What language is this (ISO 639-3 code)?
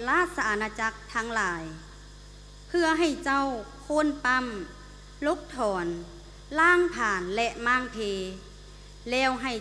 lao